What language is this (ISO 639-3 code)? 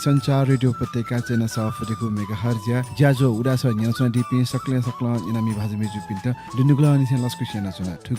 new